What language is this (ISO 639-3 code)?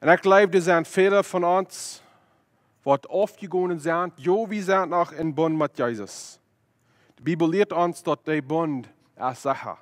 pdt